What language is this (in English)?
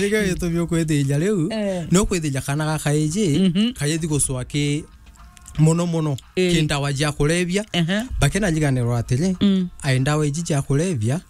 Meru